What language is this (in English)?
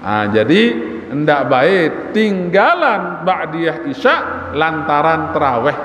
Sasak